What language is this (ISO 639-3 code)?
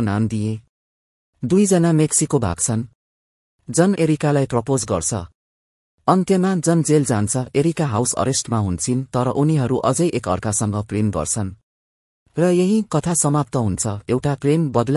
nep